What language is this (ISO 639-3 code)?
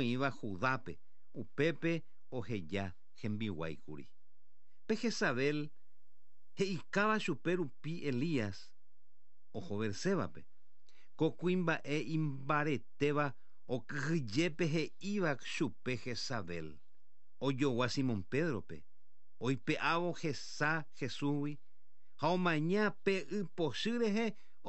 grn